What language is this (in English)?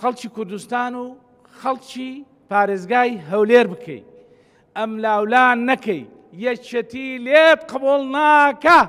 Central Kurdish